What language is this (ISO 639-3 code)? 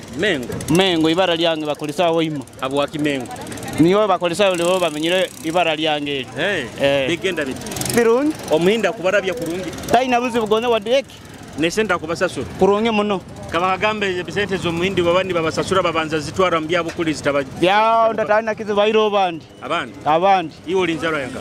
nyo